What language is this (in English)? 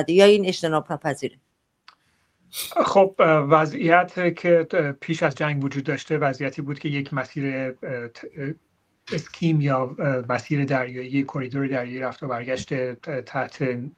Persian